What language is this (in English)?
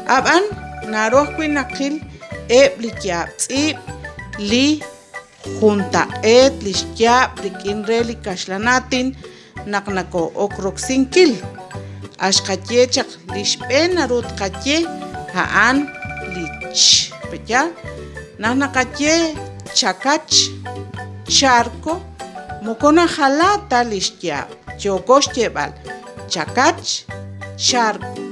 Kekchí